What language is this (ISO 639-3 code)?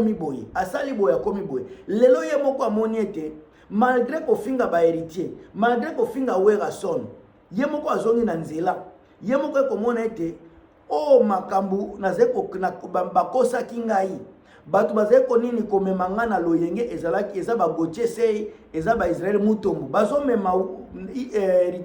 lin